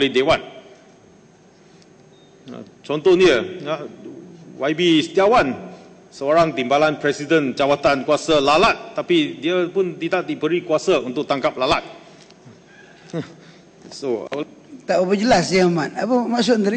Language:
Malay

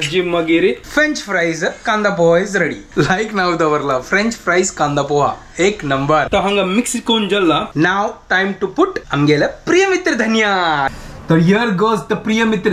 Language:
Konkani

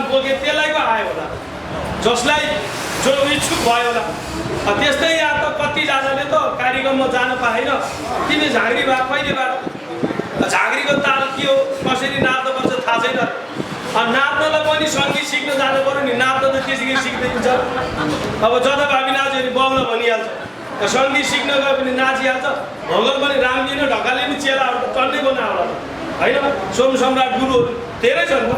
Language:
Nepali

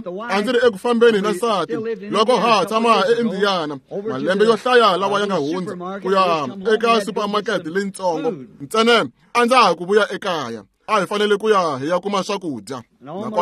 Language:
Tsonga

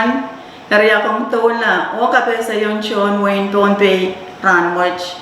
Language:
Pohnpeian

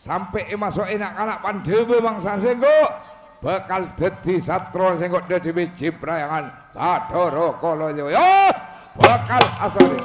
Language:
Madurese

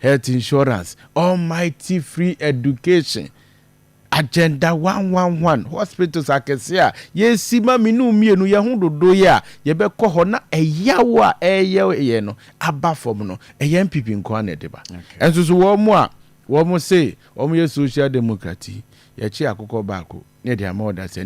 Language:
Akan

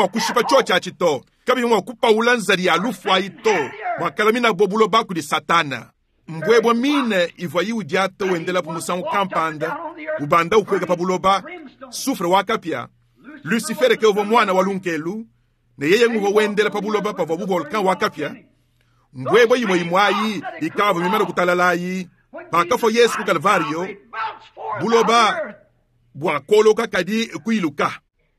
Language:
Luba-Lulua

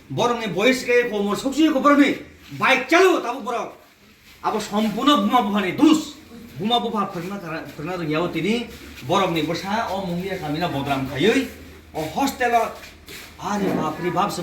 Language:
Kok Borok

